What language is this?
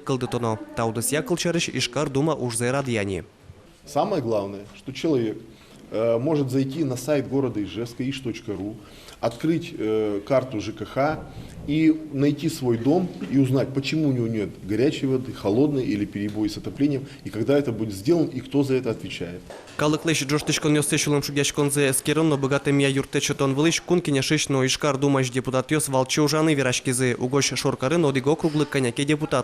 Udmurt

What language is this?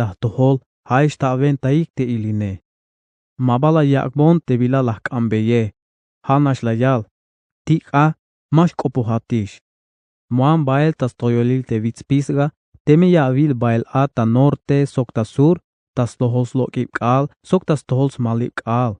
Tzeltal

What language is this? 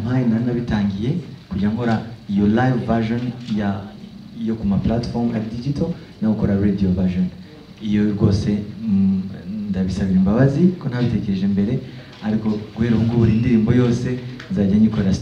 Kinyarwanda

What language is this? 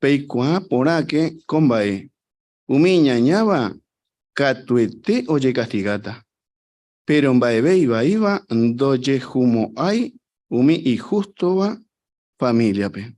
Guarani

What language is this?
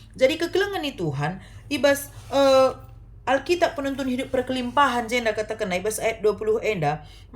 Batak Karo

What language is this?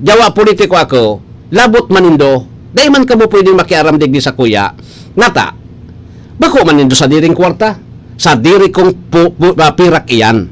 Bikol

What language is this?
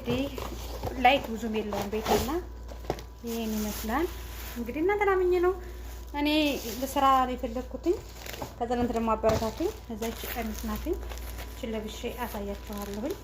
Amharic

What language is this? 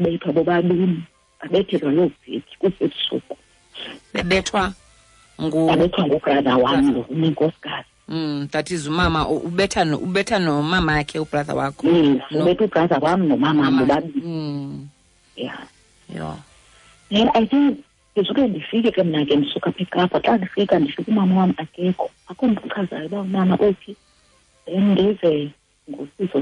Xhosa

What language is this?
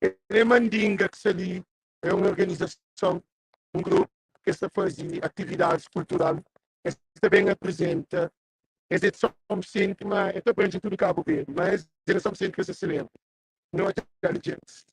Kabuverdianu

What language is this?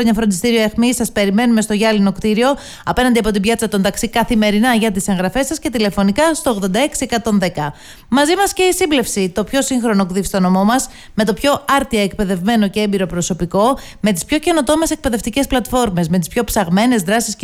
Greek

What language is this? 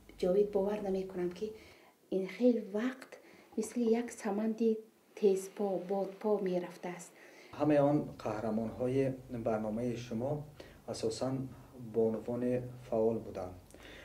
Tajik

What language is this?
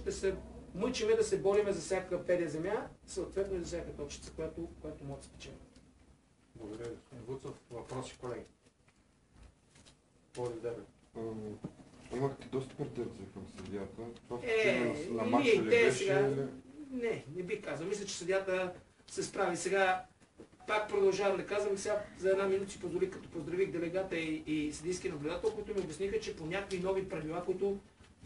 Bulgarian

